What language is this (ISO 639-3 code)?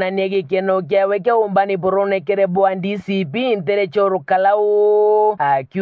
mer